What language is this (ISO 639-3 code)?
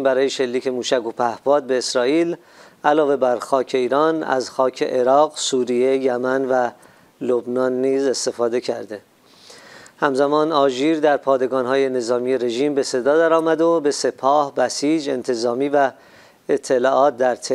fas